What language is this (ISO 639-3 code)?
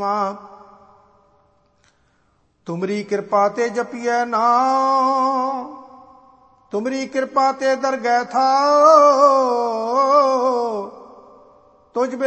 pan